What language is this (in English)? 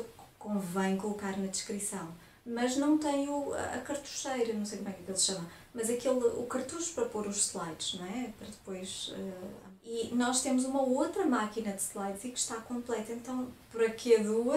Portuguese